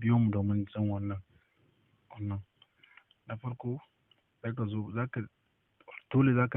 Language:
Hausa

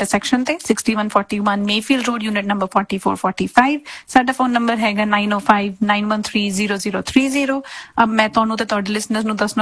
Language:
Punjabi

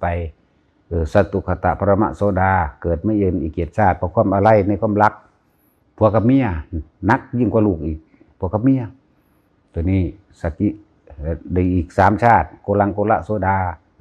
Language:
Northeastern Thai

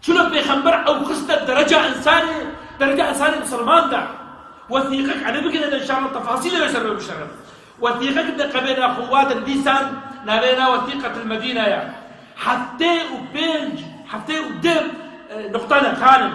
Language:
Kurdish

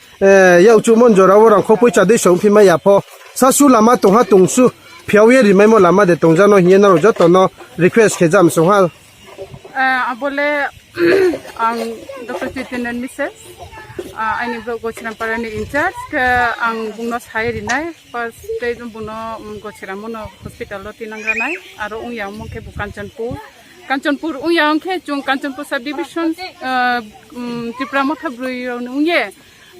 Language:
Riang (India)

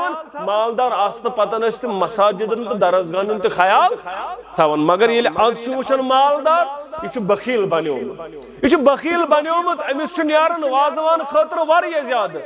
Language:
Kashmiri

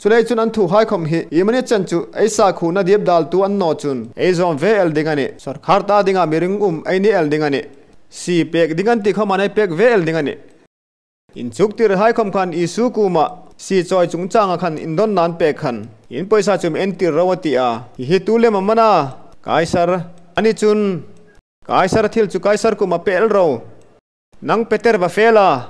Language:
Hmar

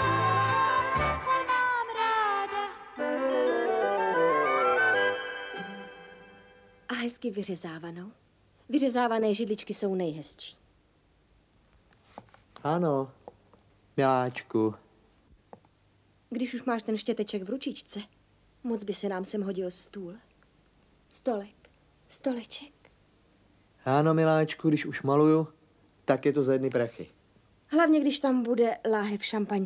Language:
Czech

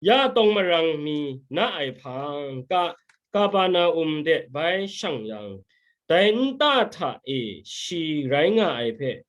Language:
Kachin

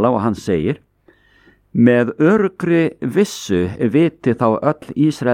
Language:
Icelandic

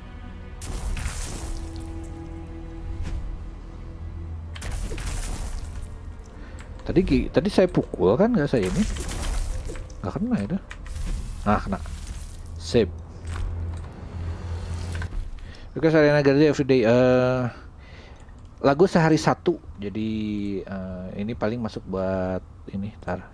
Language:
Indonesian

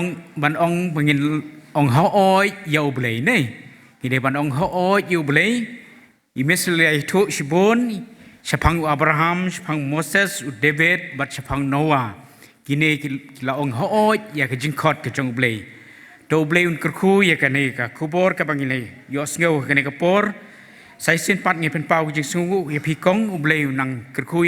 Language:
Khasi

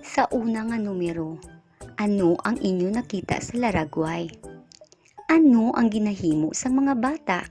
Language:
Hiligaynon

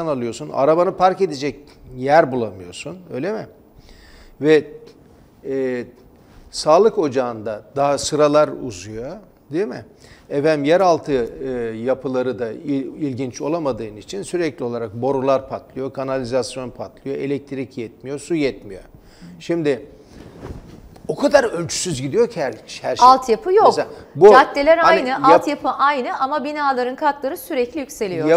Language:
Turkish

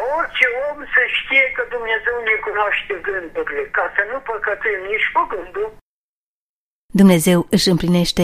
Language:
Romanian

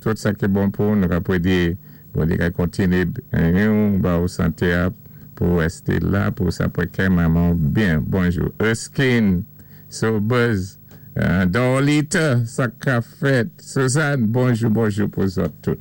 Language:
Saint Lucian Creole French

